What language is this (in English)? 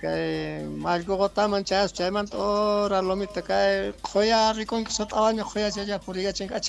Quechua